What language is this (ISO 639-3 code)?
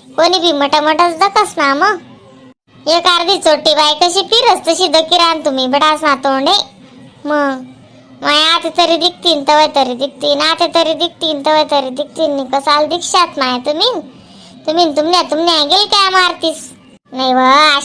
khn